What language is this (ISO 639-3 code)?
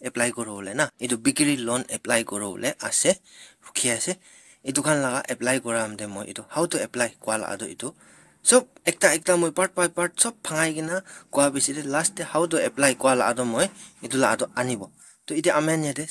nag